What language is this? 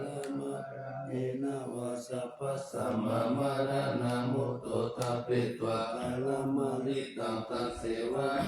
Pali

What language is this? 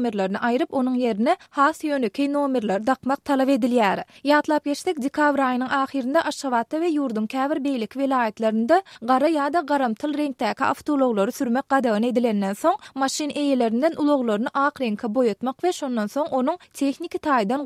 Turkmen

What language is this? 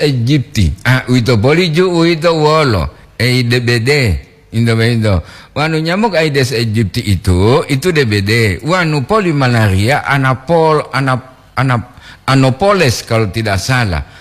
Gorontalo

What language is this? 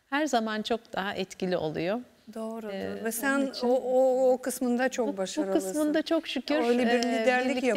Turkish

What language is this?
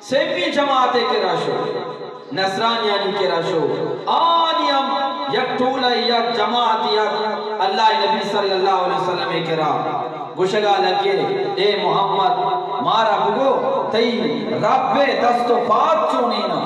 Eastern Balochi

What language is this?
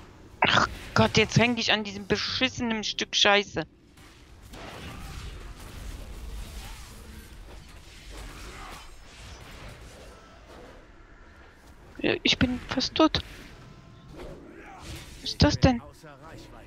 German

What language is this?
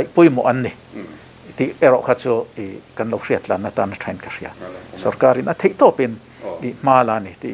Mizo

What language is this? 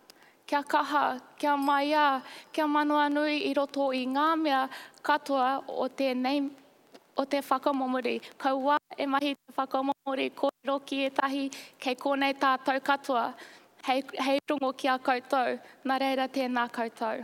Māori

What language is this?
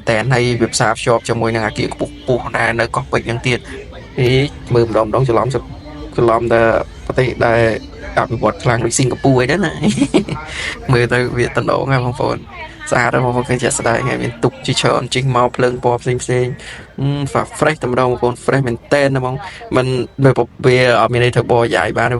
Khmer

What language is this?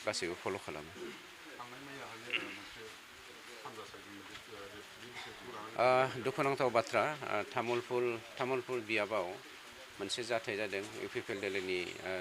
Bodo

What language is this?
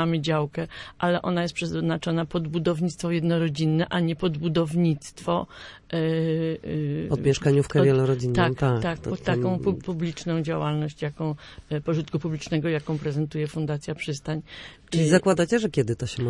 Polish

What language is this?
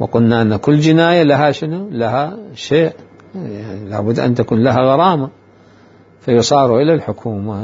Mesopotamian Arabic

